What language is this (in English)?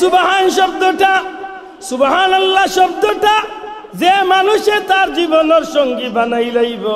Sylheti